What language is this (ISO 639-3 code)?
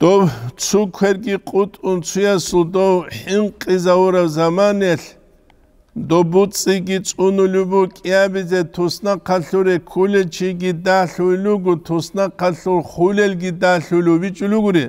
ava